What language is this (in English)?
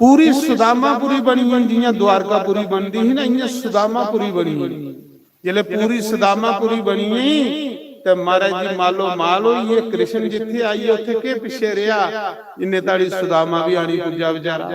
Dogri